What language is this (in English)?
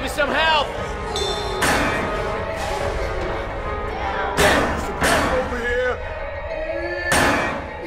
English